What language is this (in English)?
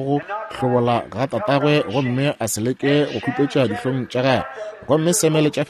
Northern Sotho